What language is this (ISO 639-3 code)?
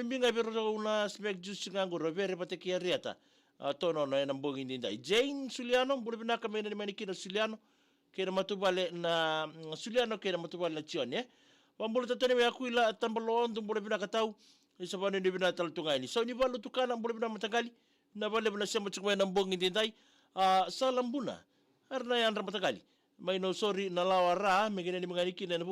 fij